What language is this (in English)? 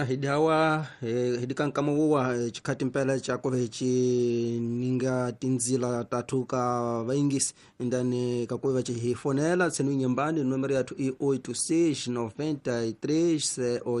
Tsonga